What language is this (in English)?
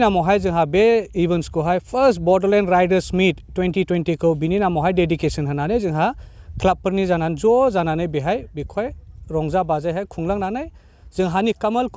Bodo